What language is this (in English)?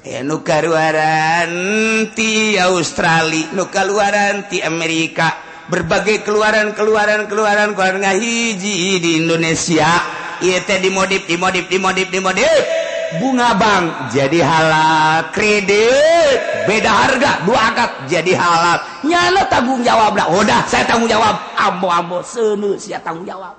Sundanese